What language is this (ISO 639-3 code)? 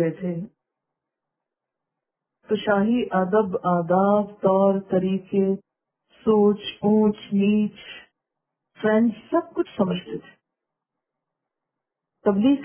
urd